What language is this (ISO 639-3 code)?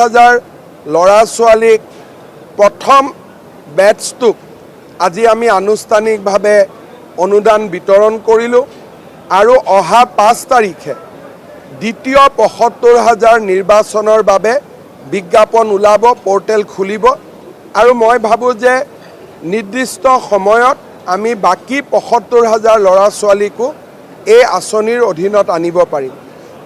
asm